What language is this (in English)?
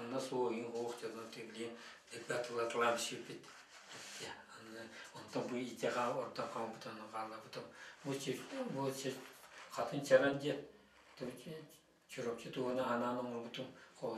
Yakut